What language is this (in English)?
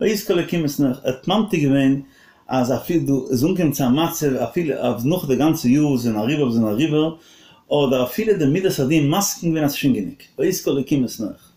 Yiddish